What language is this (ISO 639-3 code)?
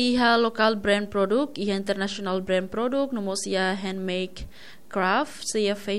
tet